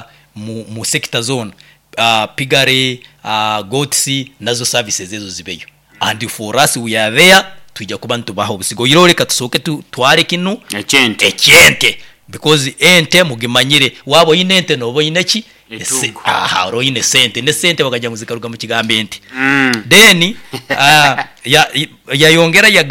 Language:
Nyoro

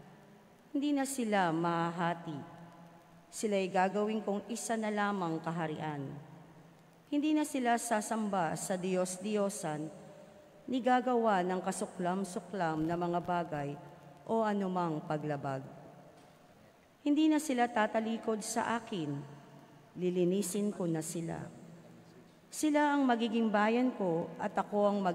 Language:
Filipino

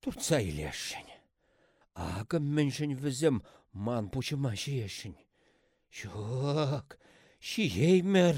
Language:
Chuvash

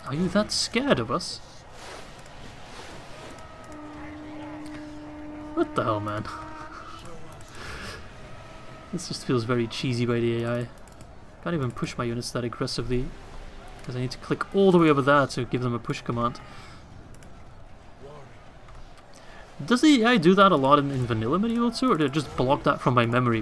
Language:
English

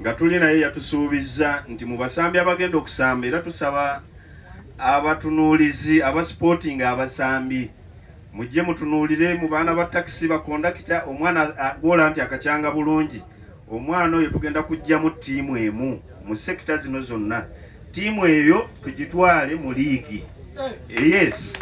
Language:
Ganda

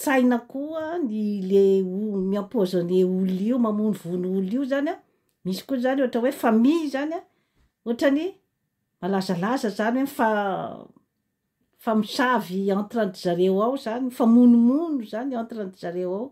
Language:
Malagasy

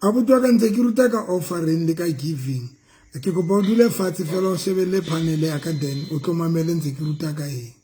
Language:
Southern Sotho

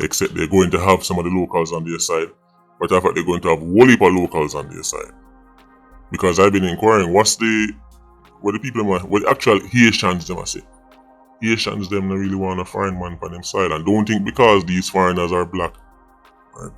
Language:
Jamaican Creole English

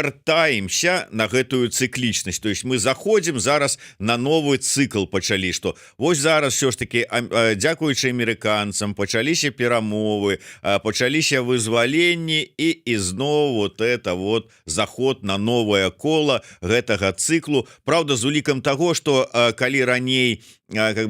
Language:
Belarusian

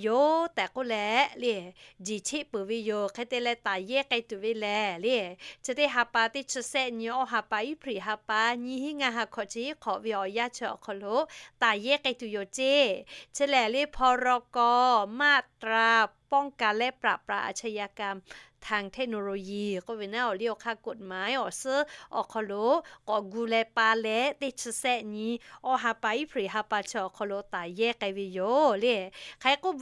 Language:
Lahu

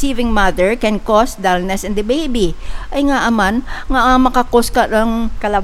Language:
Hiligaynon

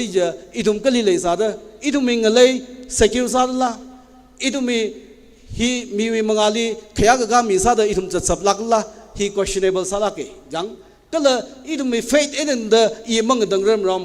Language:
Tangkhul Naga (India)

